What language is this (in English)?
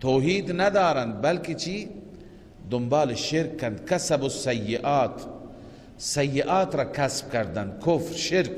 Persian